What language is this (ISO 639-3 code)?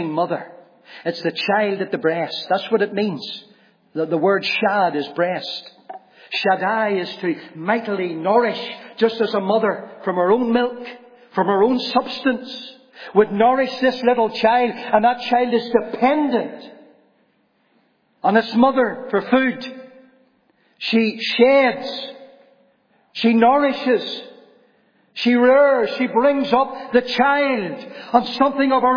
eng